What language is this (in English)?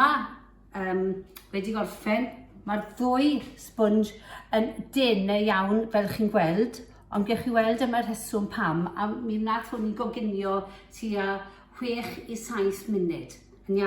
Welsh